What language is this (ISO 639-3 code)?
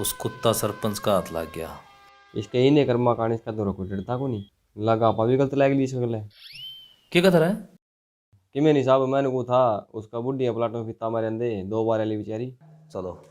bgc